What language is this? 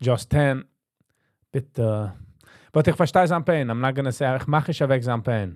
Yiddish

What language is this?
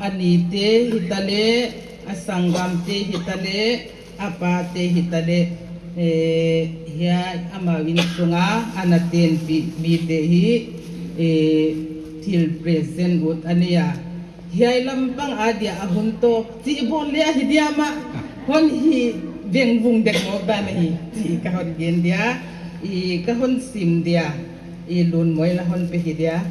Paite Chin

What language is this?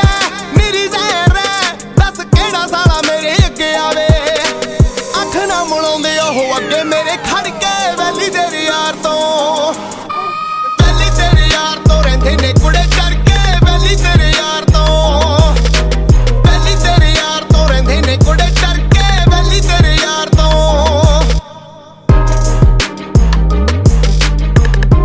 Punjabi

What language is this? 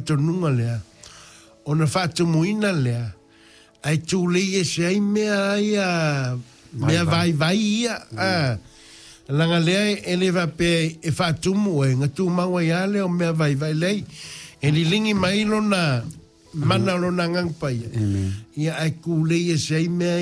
Samoan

